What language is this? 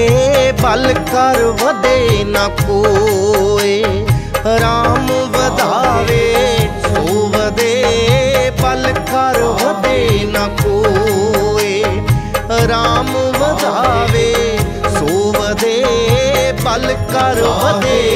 Punjabi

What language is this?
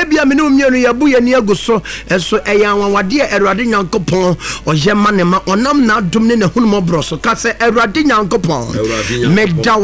Akan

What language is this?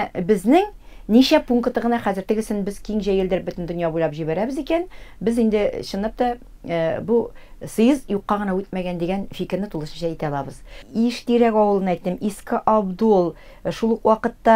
Tatar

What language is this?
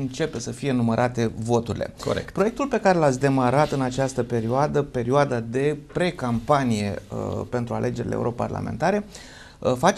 Romanian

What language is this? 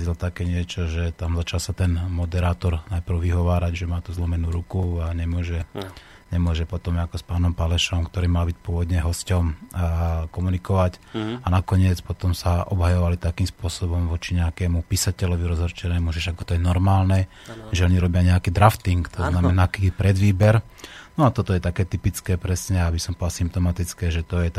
Slovak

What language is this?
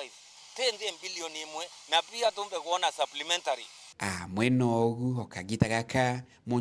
Meru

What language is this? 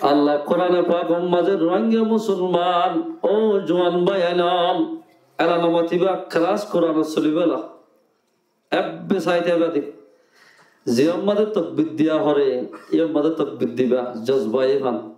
Rohingya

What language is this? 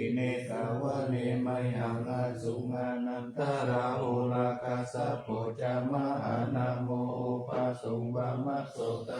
Pali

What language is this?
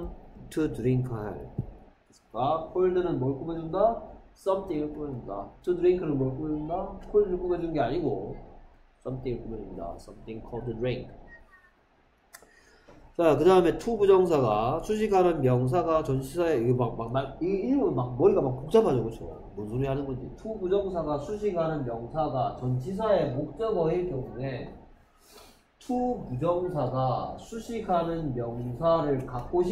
Korean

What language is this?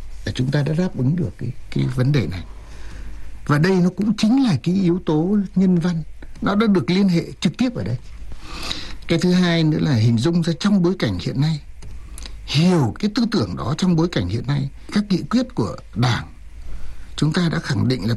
Vietnamese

